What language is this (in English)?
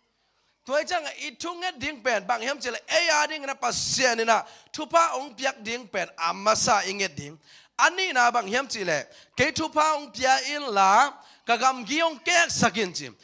Tedim Chin